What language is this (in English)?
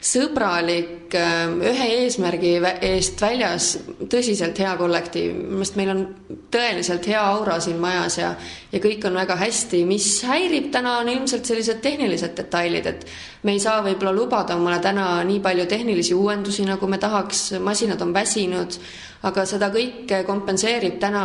Estonian